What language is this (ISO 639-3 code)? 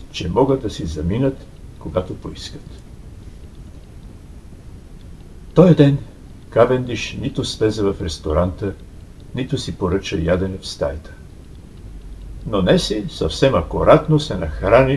bul